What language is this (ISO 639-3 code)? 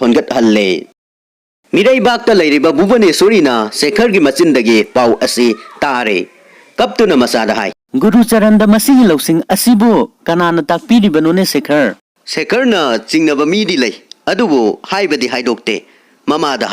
mni